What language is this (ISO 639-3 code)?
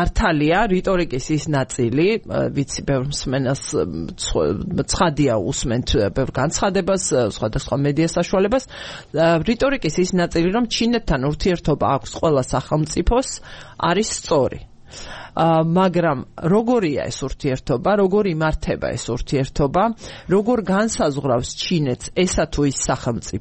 kat